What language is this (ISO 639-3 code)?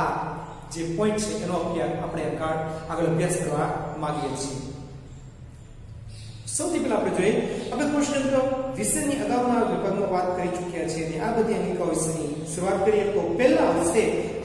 guj